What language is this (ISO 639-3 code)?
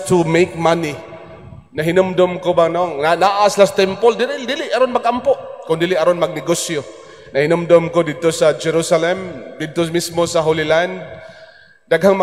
ceb